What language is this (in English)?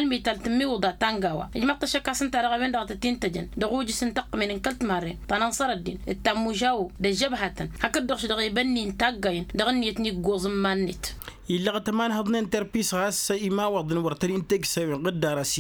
Tamasheq